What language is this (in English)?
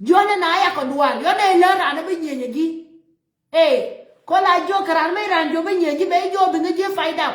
Nuer